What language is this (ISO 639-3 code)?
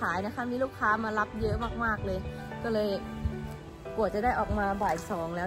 tha